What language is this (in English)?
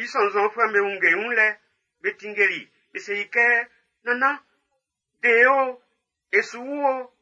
Baoulé